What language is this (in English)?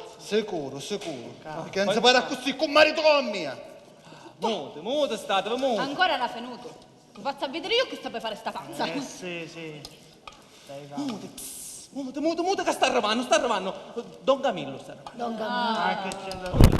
Sicilian